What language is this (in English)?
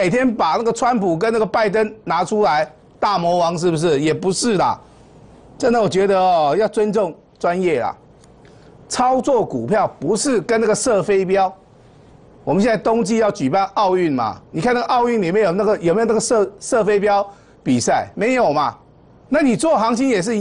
Chinese